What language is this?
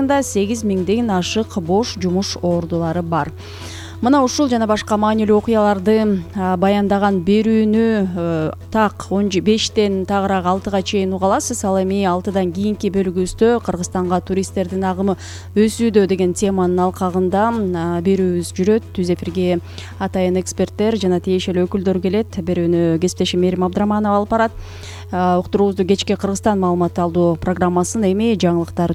Kyrgyz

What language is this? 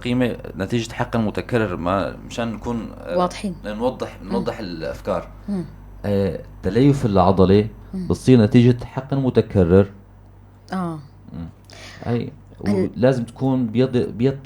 North Levantine Arabic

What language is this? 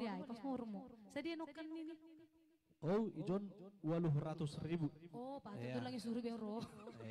Batak Simalungun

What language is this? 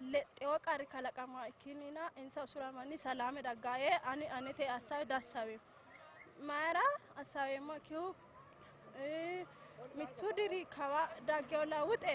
Sidamo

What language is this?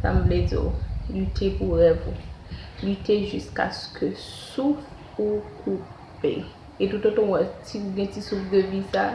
Haitian Creole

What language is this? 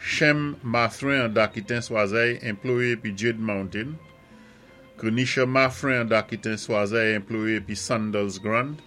Saint Lucian Creole French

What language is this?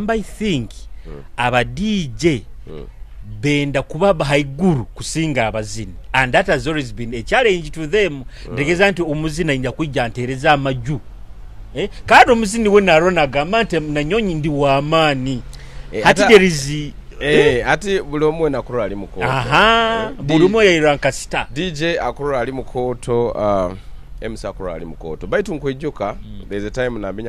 Nyoro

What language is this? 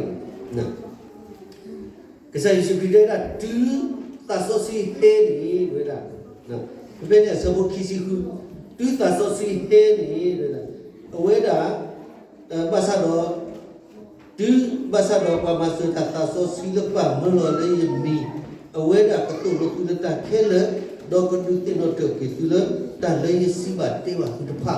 S'gaw Karen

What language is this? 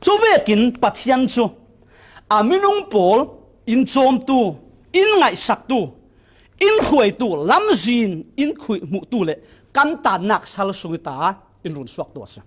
Falam Chin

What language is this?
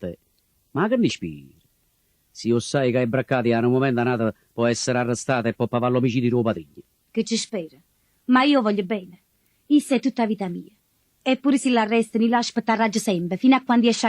Neapolitan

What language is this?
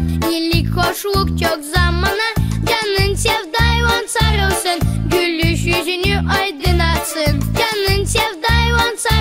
Gagauz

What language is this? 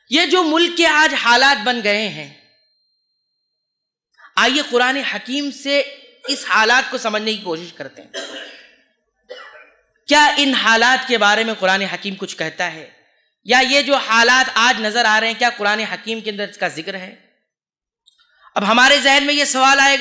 Urdu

